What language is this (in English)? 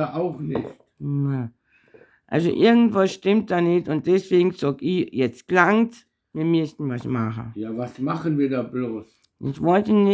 Bavarian